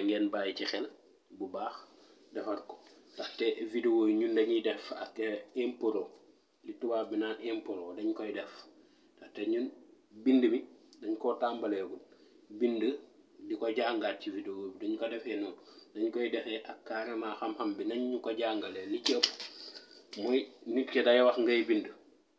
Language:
Wolof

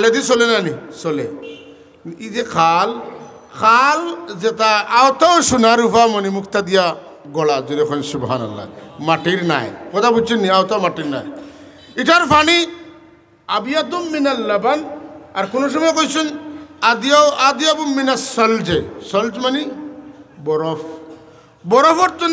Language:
Sylheti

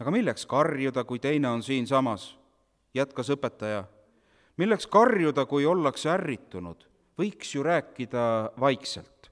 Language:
Estonian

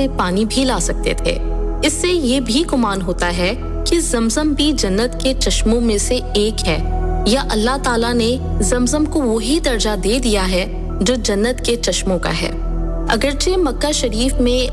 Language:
Urdu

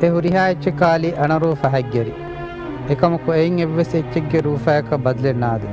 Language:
Divehi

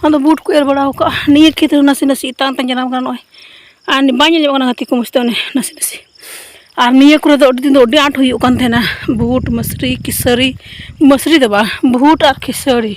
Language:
Santali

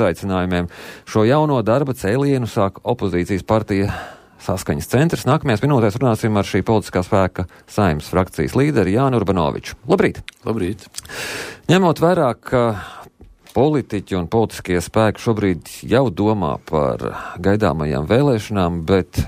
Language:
Latvian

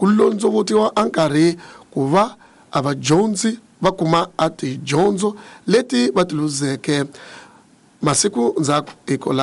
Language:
Tsonga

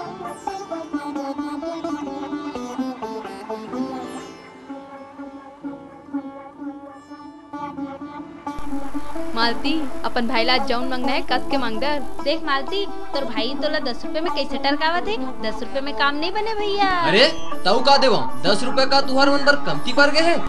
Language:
Chhattisgarhi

